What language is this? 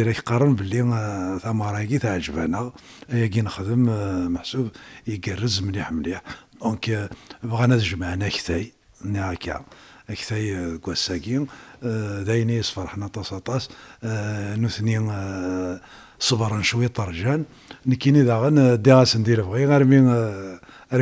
Kabyle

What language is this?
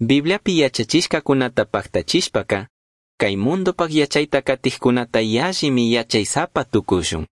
Chimborazo Highland Quichua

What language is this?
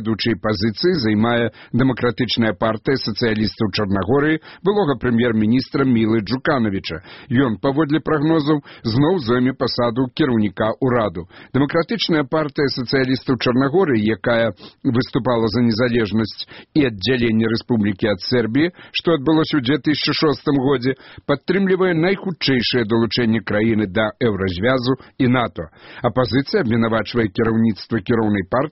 Belarusian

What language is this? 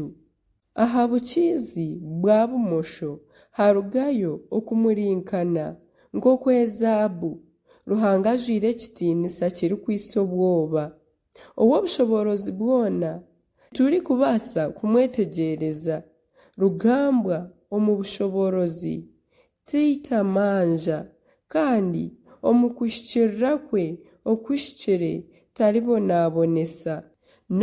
Nyankole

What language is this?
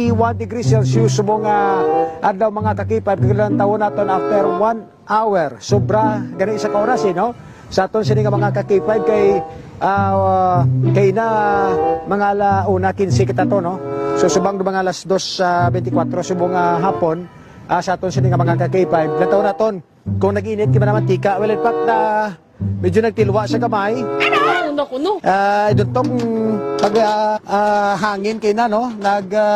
Hiligaynon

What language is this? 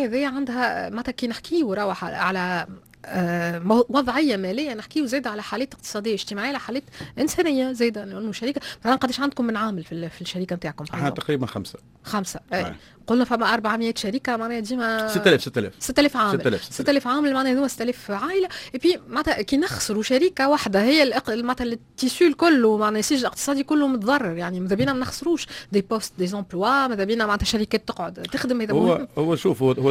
Tunisian Arabic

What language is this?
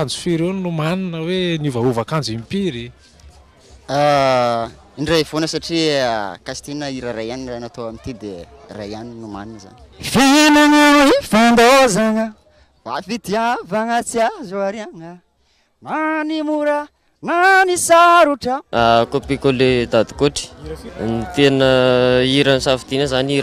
Malagasy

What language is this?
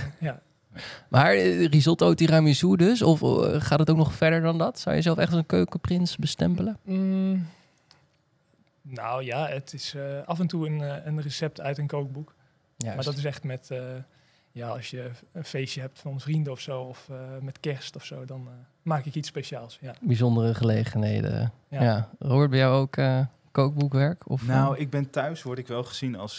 Dutch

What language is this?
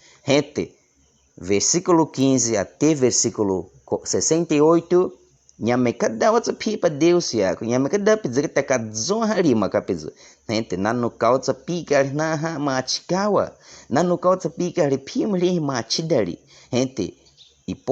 Baniwa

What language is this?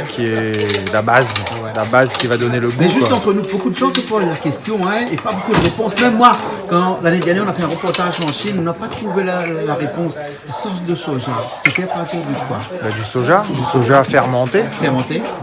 Réunion Creole French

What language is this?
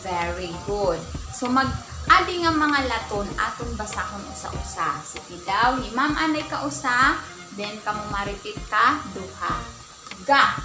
Waray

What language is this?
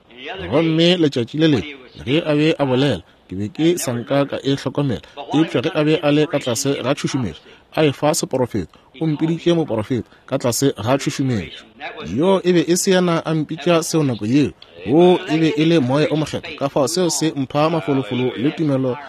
Northern Sotho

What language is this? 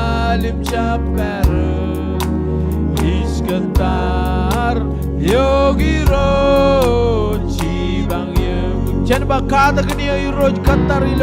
Marshallese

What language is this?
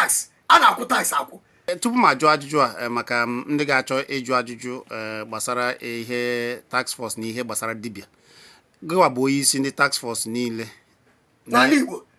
Igbo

